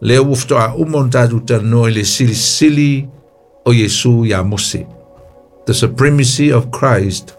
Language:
Samoan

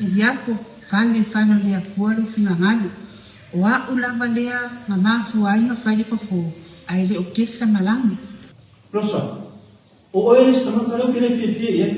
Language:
Samoan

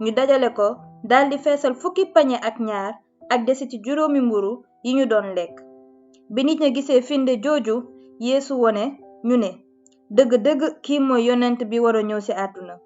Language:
Wolof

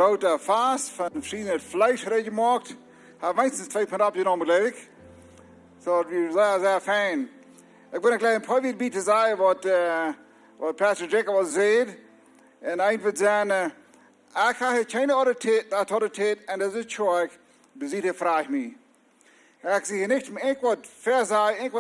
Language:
Plautdietsch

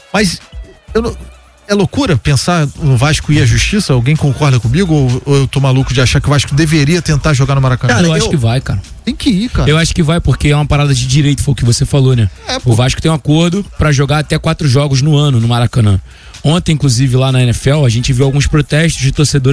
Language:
Portuguese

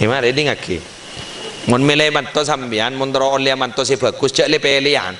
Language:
Madurese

